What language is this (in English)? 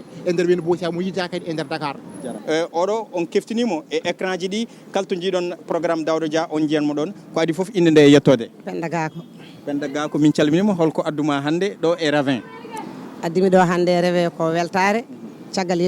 Fula